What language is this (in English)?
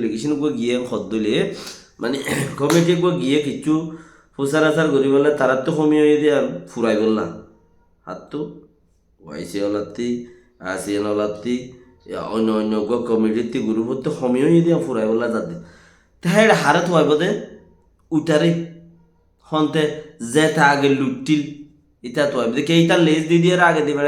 Rohingya